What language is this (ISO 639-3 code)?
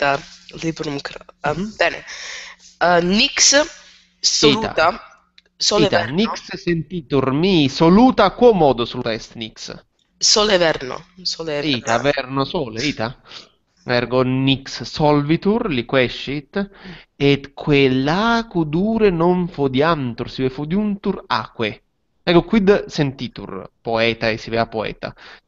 lat